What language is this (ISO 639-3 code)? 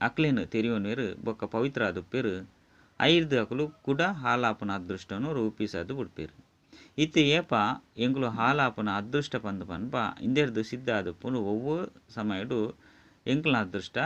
tcy